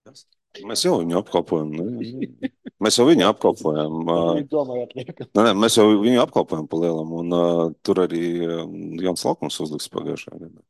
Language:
Latvian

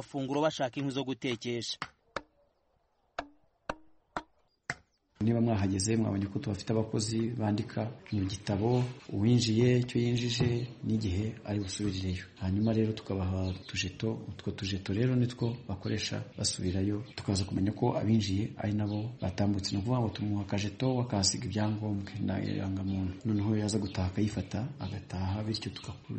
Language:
Kinyarwanda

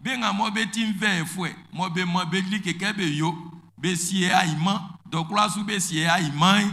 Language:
Baoulé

